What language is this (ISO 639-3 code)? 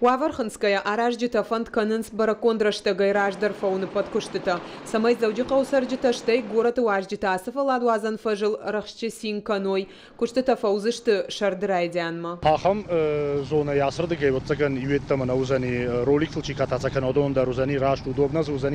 oss